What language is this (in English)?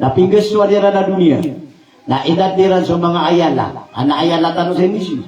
Maranao